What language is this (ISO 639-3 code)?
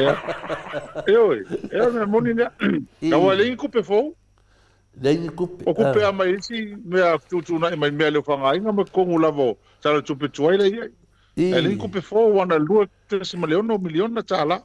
smo